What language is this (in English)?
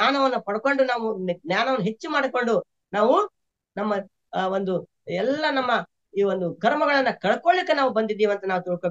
Kannada